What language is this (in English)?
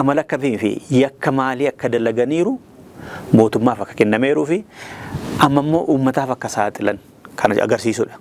Oromo